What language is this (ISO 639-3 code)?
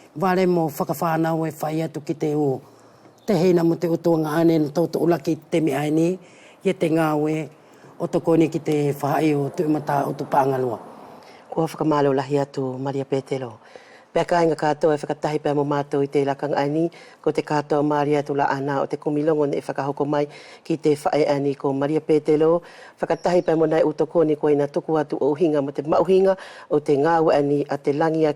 wls